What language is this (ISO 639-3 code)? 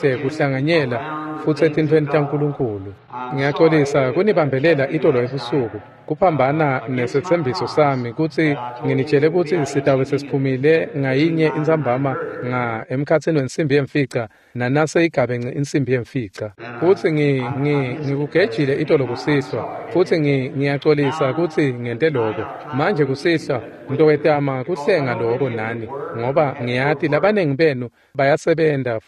ssw